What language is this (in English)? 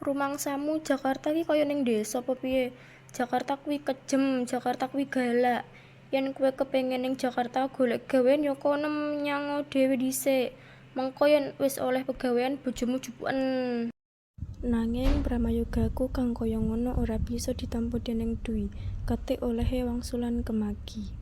Javanese